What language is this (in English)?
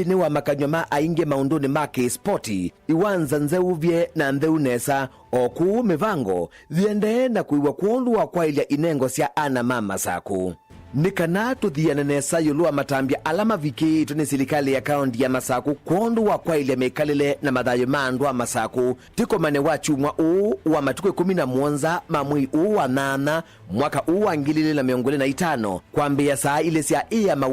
Kamba